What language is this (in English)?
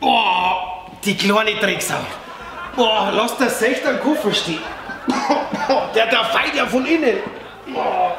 Bavarian